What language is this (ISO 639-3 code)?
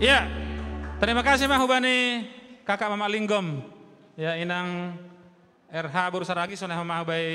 bts